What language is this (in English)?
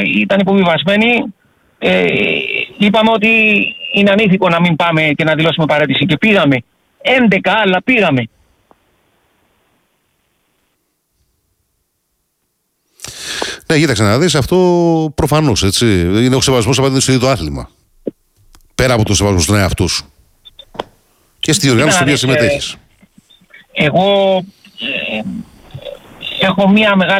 Greek